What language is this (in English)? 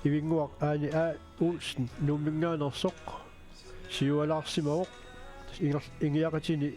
Kalaallisut